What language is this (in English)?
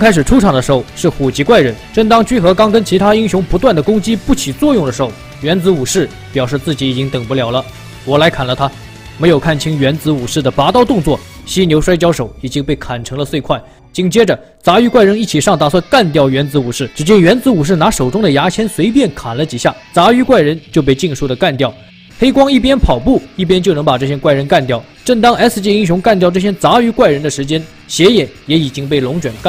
Chinese